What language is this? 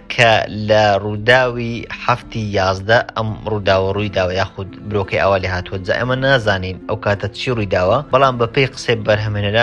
Central Kurdish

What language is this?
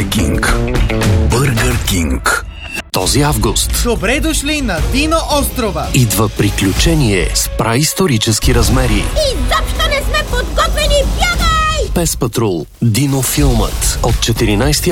Bulgarian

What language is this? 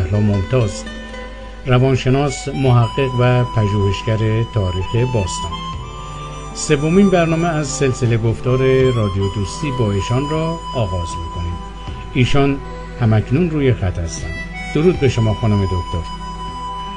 Persian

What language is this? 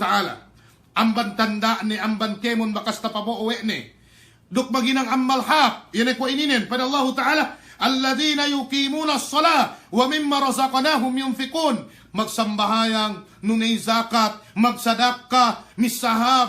Yakan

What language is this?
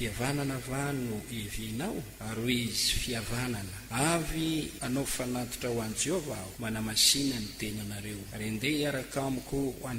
Malagasy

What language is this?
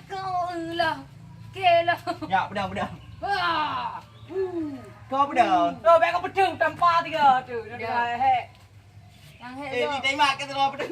Achinese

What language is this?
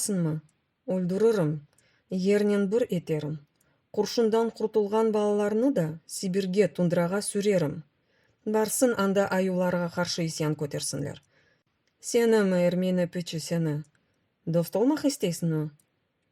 Crimean Tatar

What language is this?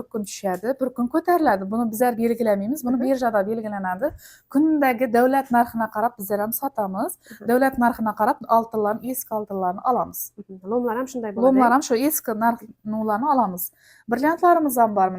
Uzbek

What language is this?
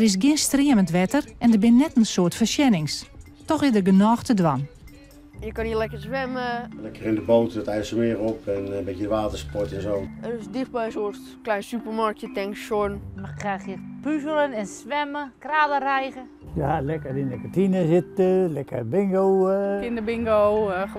Western Frisian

